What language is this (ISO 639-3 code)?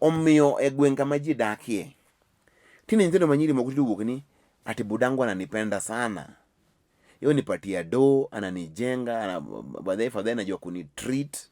luo